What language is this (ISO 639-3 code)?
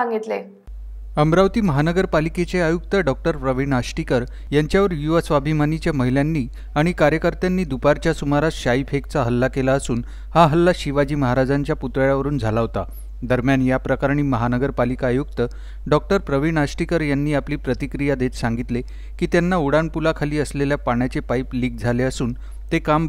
mar